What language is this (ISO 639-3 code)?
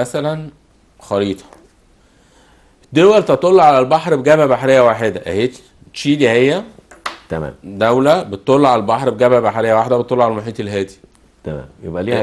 arz